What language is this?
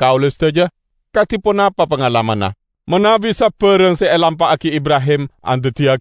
Madurese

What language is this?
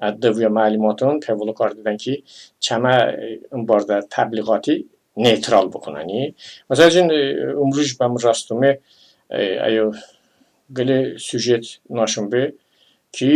Talysh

